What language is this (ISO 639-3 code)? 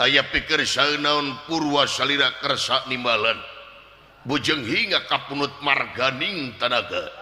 sun